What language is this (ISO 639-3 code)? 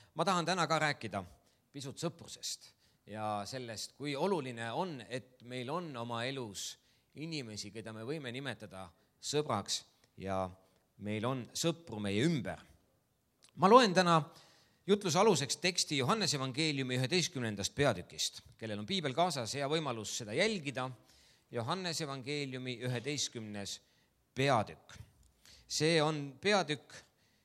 est